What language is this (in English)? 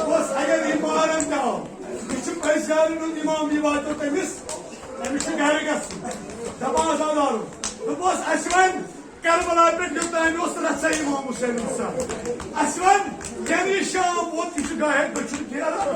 Kashmiri